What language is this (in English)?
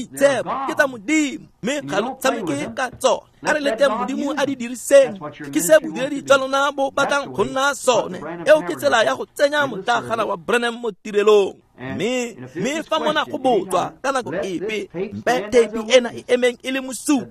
Tswana